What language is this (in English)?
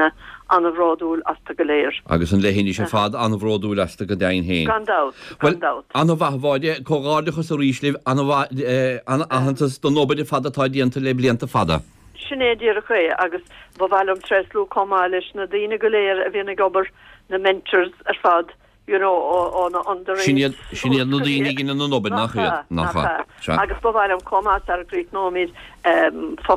Irish